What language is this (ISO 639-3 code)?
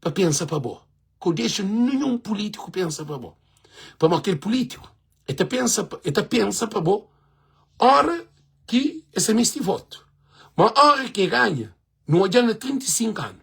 kea